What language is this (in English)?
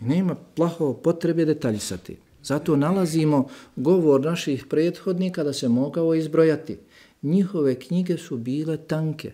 Bosnian